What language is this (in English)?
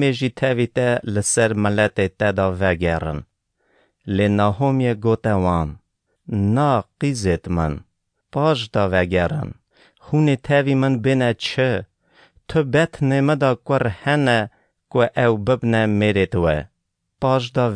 Kurdish